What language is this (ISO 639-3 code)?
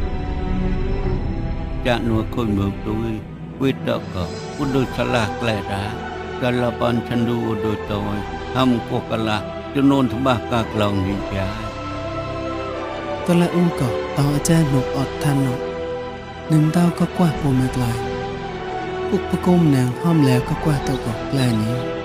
mnw